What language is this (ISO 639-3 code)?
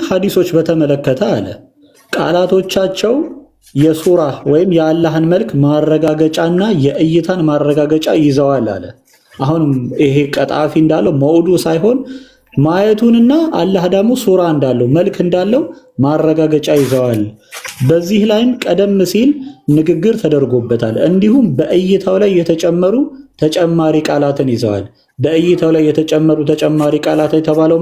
amh